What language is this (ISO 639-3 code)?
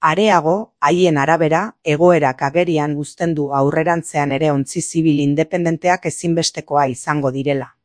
eus